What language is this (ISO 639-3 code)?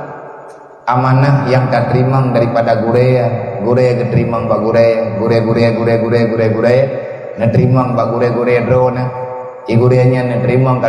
ace